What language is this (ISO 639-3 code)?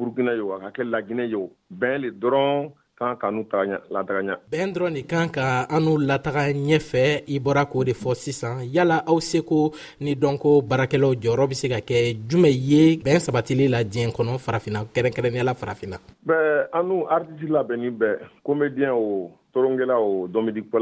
bam